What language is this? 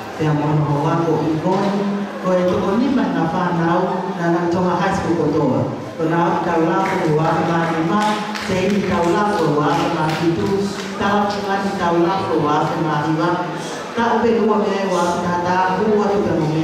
Tongan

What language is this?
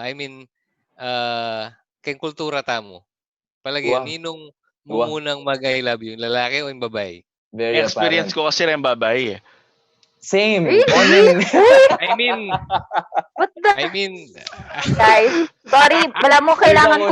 Pampanga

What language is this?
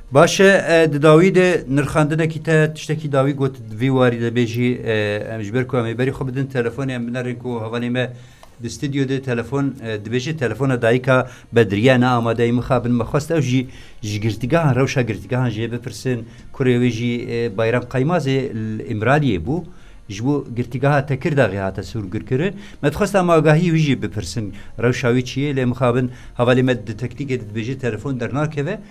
Kurdish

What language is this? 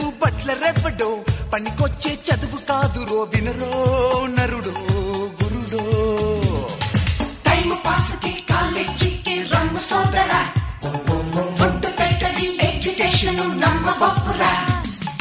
Telugu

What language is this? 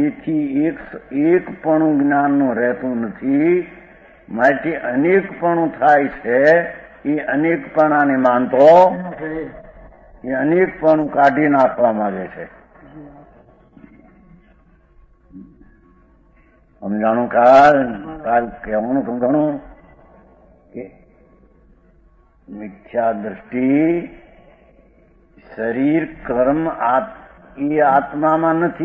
Gujarati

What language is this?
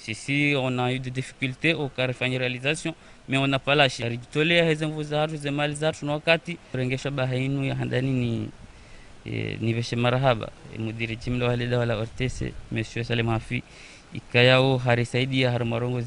Ngazidja Comorian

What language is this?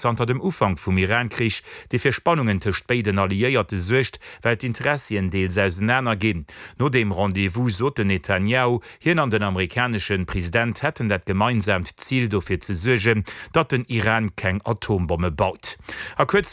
Luxembourgish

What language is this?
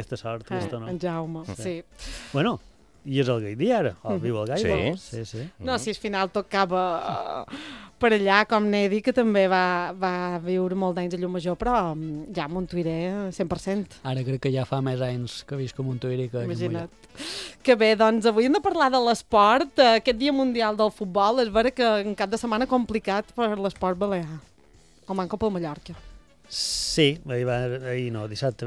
Catalan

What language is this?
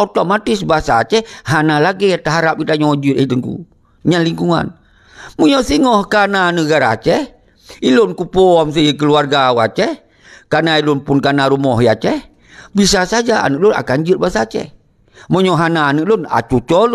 Achinese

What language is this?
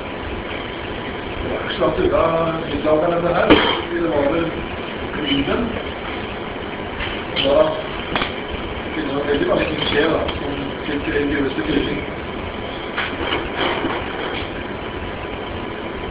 Norwegian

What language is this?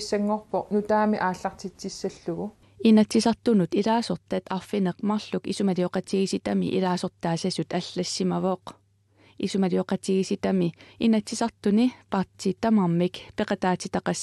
Kalaallisut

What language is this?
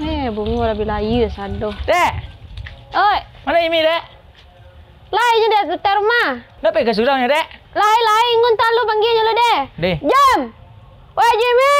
Minangkabau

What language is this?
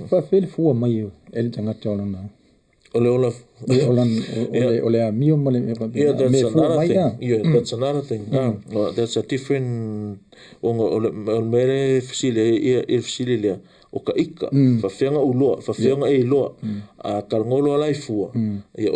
Samoan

